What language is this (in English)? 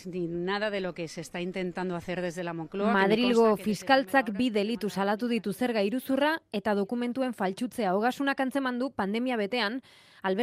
Basque